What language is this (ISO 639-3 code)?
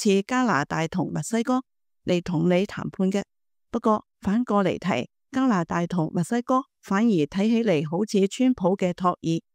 yue